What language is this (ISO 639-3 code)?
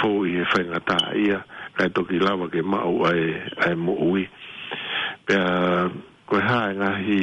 ton